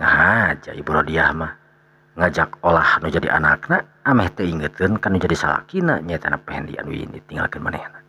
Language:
Sundanese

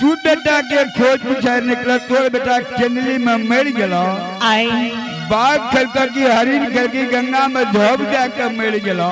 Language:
Angika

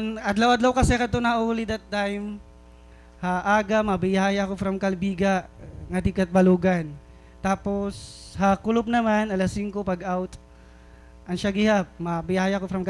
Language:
Waray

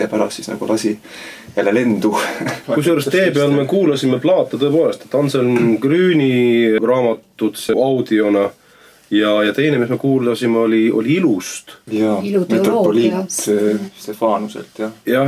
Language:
Estonian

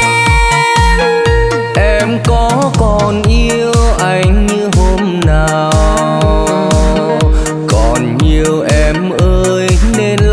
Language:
Vietnamese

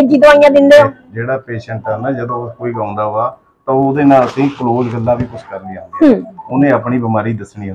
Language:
Punjabi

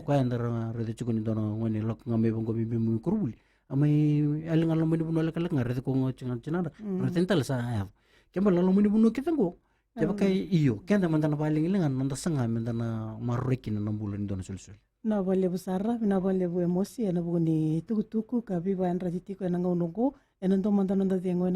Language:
Fijian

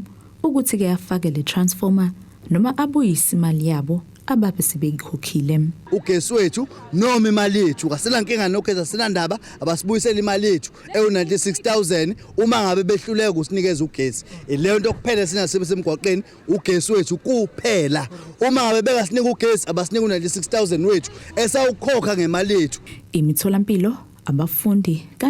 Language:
Zulu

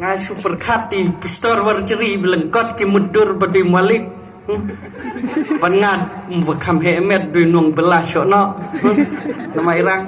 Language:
Khasi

